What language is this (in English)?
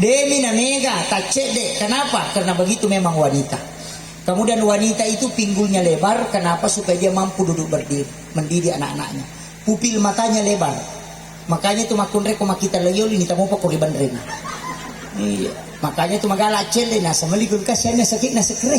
Buginese